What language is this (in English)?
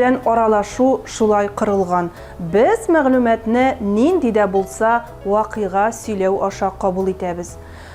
Tatar